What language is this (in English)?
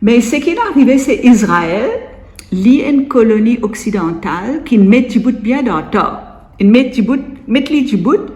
Morisyen